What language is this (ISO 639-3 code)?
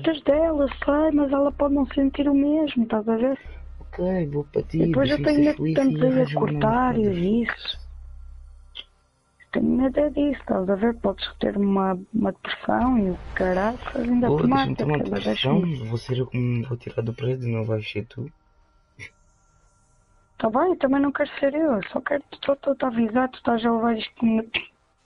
por